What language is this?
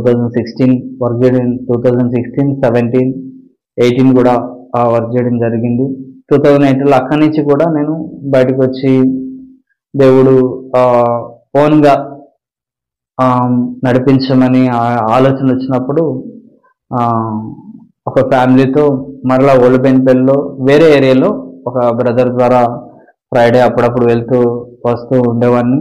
Telugu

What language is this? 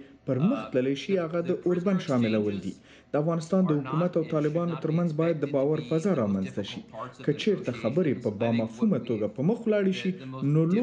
Pashto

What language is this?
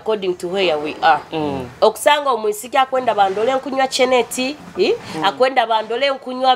Nyoro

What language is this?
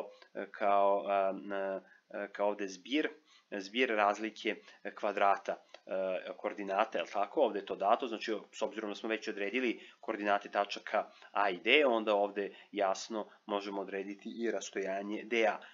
Serbian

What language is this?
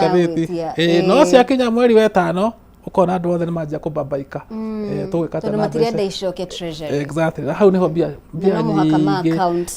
Kikuyu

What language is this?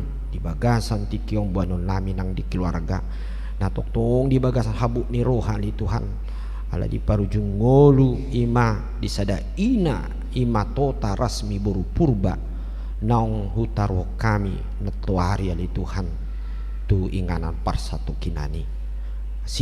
Batak Toba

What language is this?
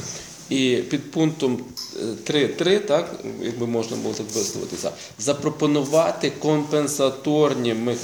Ukrainian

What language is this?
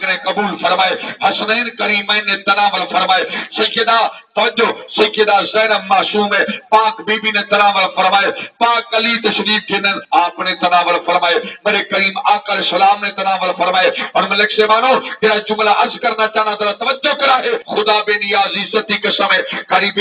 Saraiki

